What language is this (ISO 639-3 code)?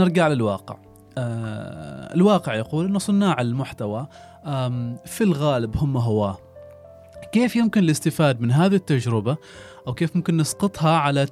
afb